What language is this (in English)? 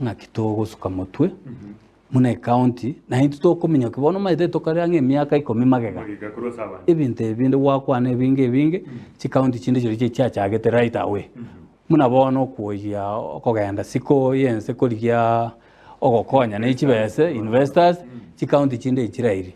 Gusii